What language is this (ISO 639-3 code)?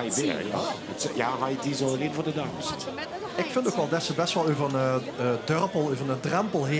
lim